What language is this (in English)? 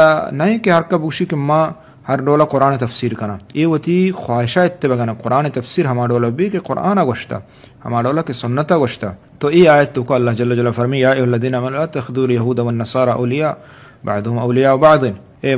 Eastern Balochi